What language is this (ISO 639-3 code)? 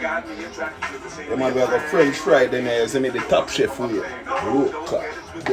jam